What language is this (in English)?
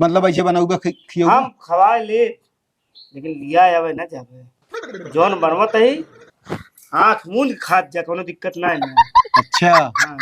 Awadhi